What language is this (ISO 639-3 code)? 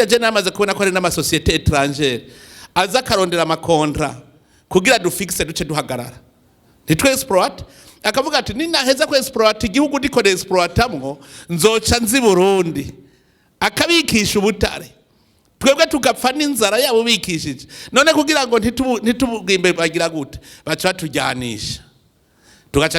run